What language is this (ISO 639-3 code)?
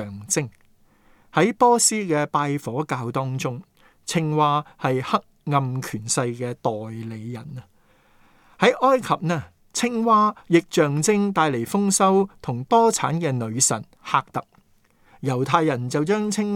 yue